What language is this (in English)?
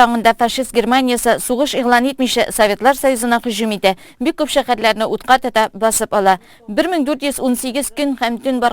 Tatar